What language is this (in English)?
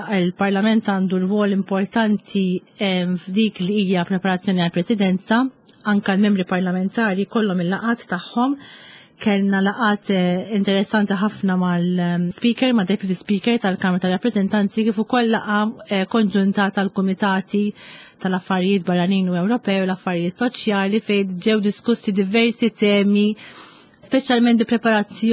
Maltese